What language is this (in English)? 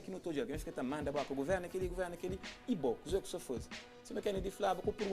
Kabuverdianu